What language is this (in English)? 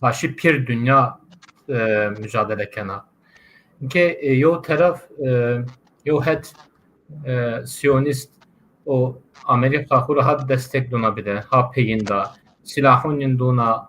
Zaza